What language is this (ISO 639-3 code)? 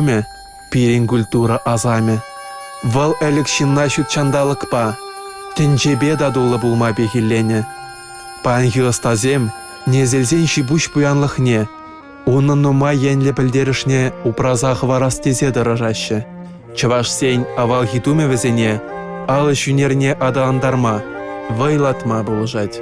chv